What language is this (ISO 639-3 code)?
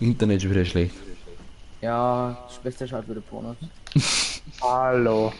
bar